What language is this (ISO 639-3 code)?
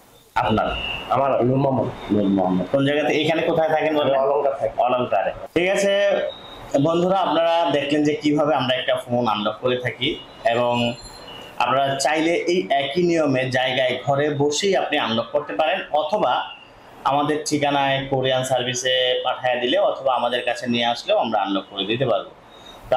ben